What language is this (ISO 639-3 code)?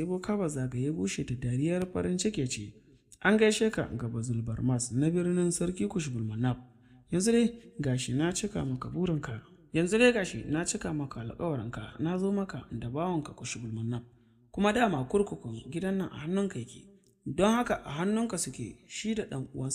hau